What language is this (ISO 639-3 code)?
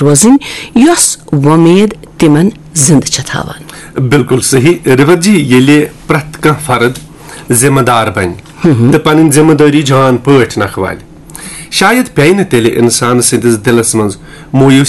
kas